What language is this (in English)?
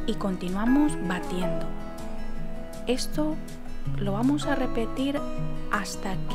Spanish